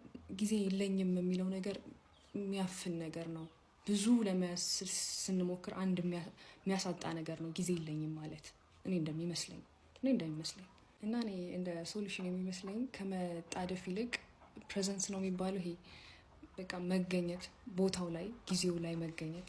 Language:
Amharic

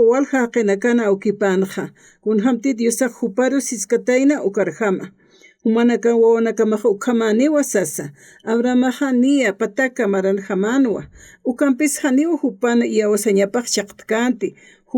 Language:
Aymara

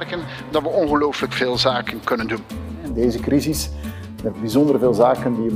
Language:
Dutch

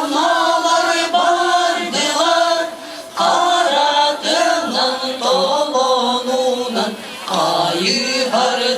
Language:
Yakut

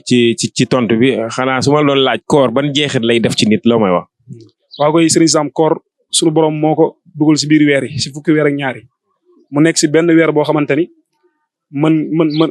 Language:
Wolof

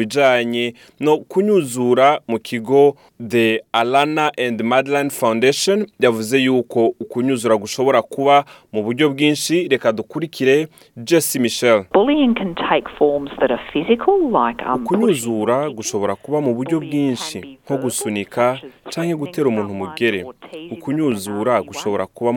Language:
Rundi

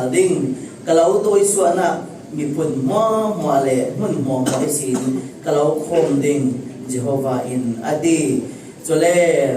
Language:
Falam Chin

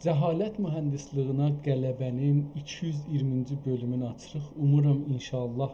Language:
South Azerbaijani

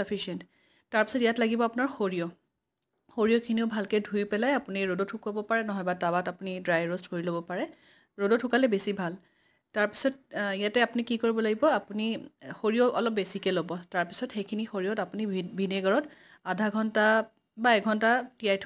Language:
Assamese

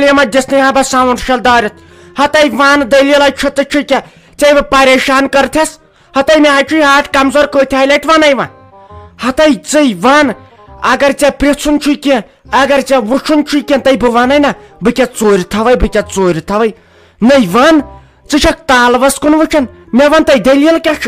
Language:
Kashmiri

